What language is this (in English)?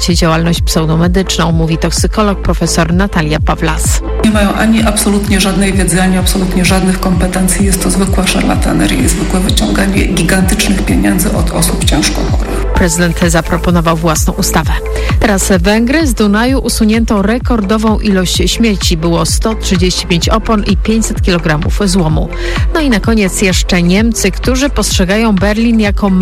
Polish